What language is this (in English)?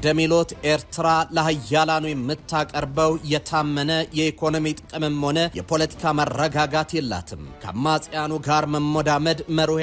Amharic